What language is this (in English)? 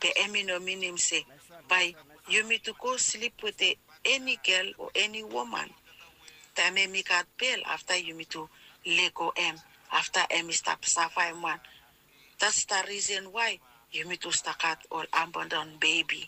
Bislama